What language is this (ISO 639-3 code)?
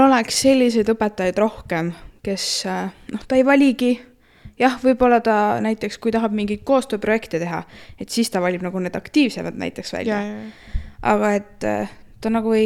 est